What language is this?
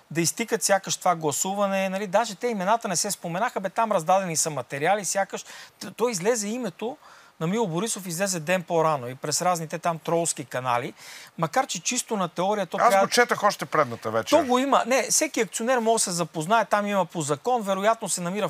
Bulgarian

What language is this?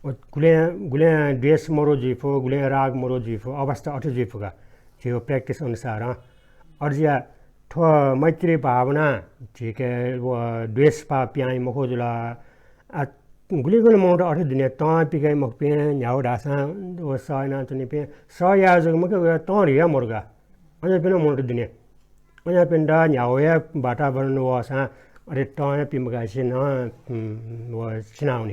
Newari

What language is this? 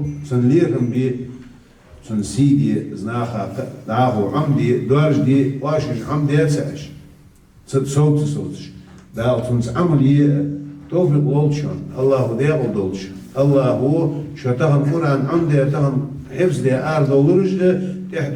Ingush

